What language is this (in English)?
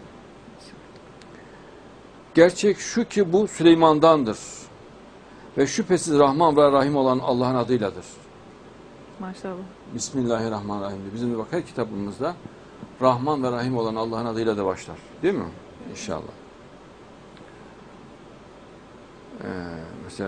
Turkish